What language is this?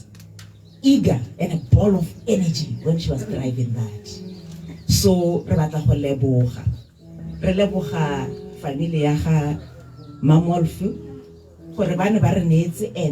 Tswana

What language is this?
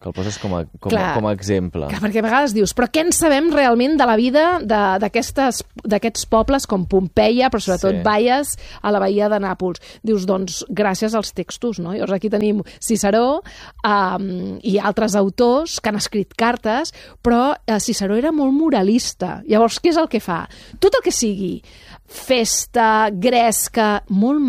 Catalan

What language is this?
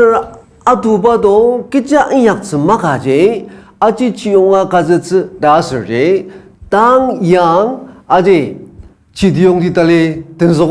Ao Naga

